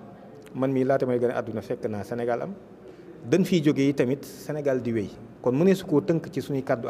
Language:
Wolof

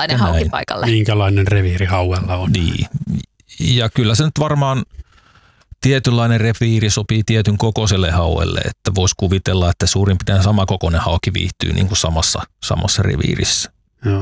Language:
Finnish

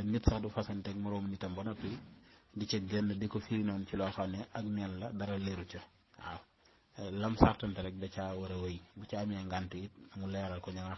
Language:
Wolof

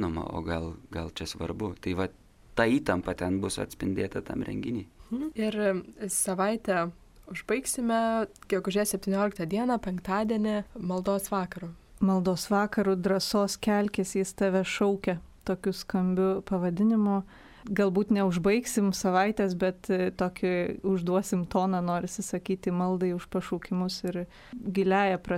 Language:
Lithuanian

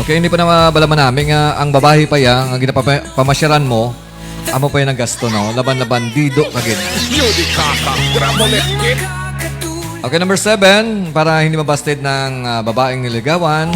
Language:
Hiligaynon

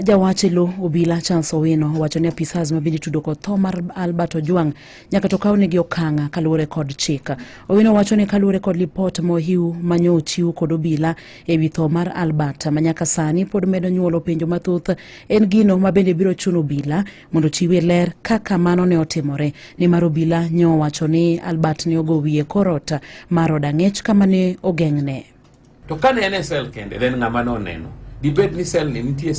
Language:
Luo (Kenya and Tanzania)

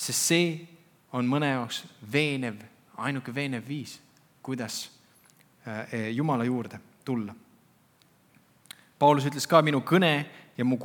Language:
Estonian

